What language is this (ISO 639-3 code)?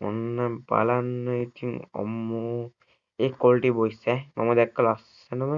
sin